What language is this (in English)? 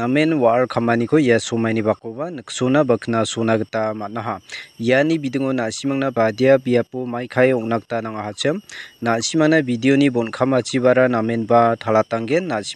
Garo